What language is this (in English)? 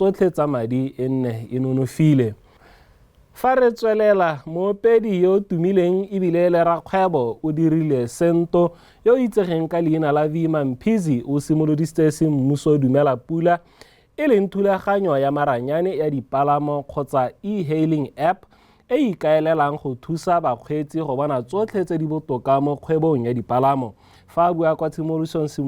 Tswana